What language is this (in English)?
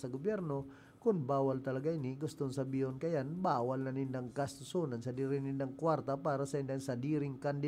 Bikol